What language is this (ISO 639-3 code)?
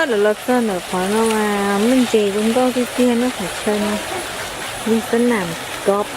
hmn